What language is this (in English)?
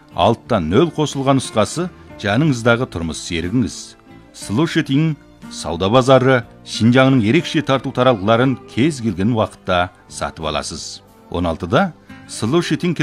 Kazakh